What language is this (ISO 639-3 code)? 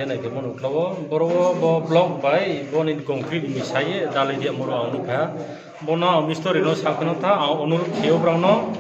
ria